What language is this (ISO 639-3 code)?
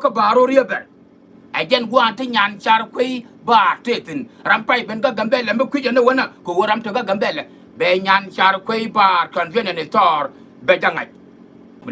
nus